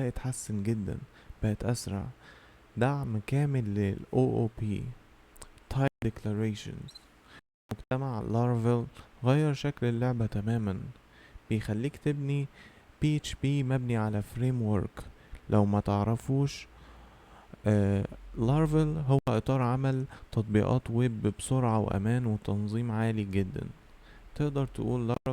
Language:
Egyptian Arabic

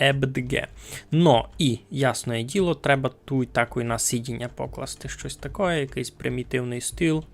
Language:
Rusyn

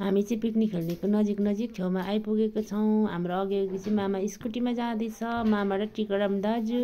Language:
Nepali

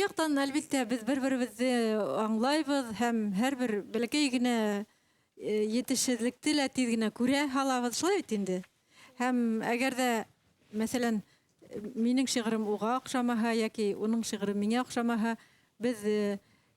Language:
Bashkir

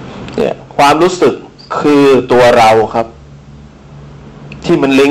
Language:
Thai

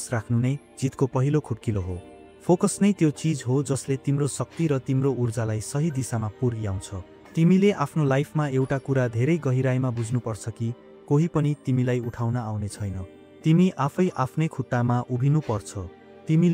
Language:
Nepali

